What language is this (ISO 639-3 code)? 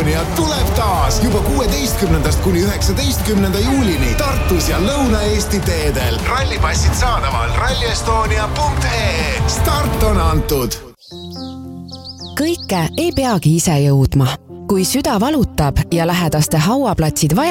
est